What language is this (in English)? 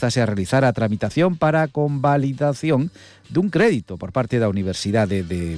Galician